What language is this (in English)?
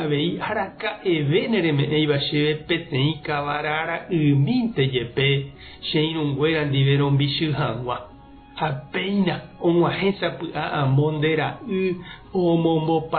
Guarani